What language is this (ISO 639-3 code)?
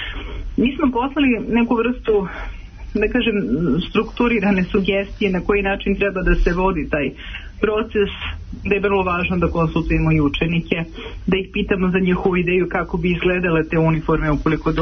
srp